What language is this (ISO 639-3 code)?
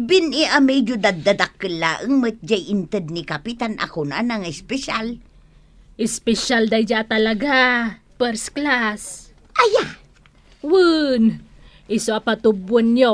ilo